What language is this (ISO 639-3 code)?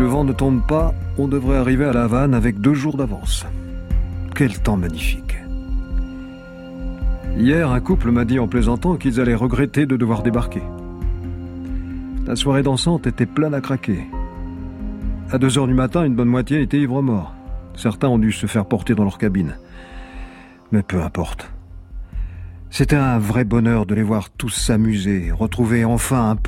fra